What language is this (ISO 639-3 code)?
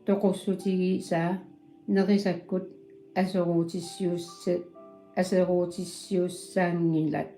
kal